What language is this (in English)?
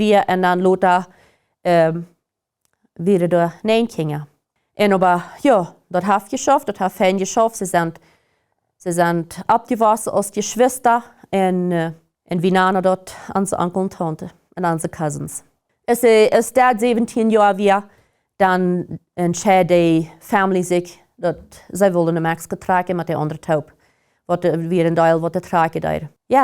Plautdietsch